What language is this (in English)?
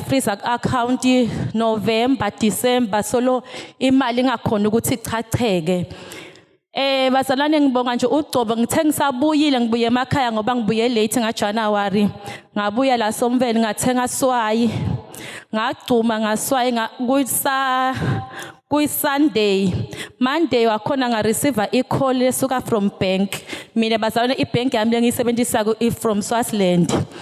Zulu